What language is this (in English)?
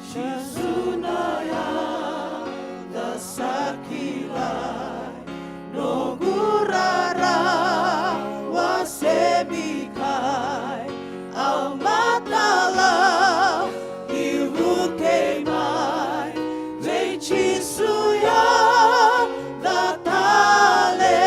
Fijian